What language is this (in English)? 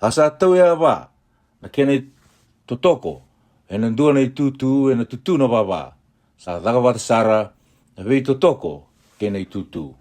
Fijian